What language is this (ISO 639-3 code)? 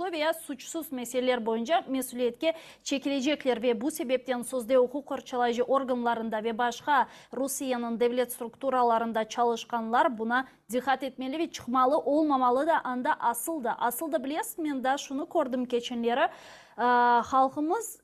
crh